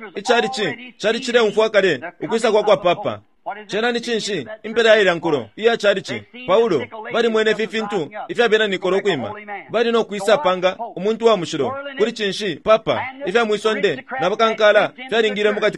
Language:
Bemba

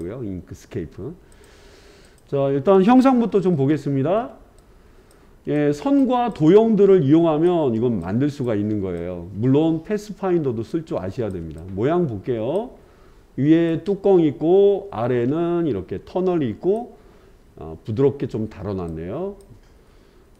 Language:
Korean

